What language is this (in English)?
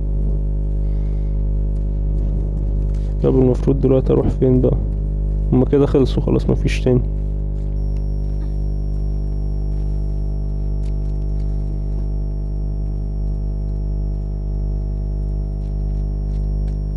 Egyptian Arabic